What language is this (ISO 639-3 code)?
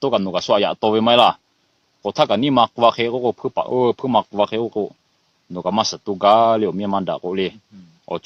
lhu